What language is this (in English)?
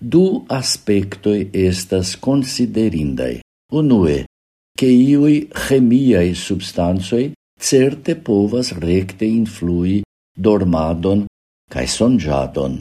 Esperanto